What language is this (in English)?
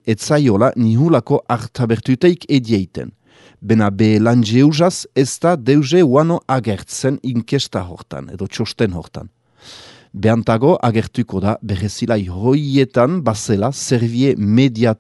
Basque